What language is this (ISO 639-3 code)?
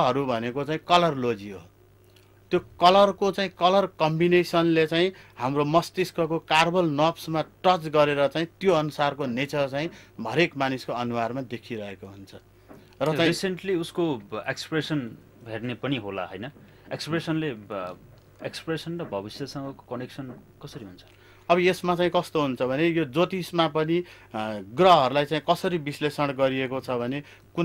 nep